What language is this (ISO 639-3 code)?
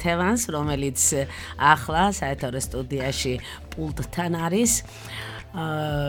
kat